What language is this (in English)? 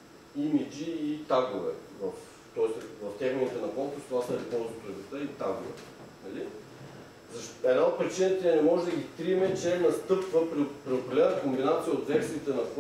Bulgarian